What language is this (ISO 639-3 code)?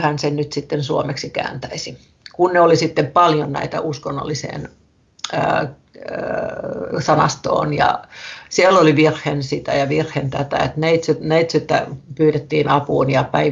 fin